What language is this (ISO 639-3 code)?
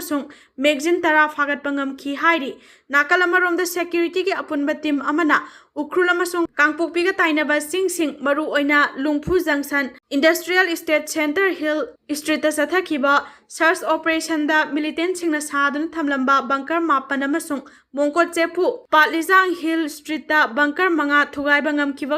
mni